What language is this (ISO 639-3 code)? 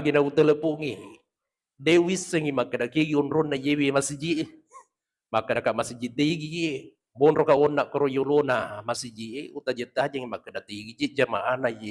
bug